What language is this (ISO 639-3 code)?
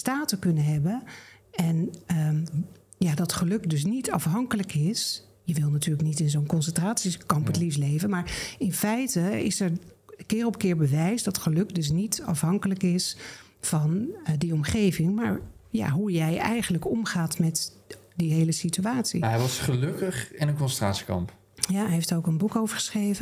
nld